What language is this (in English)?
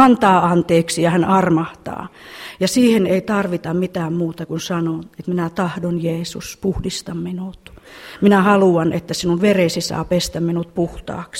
Finnish